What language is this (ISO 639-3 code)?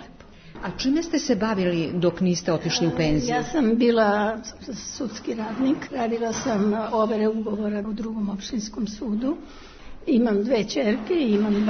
srp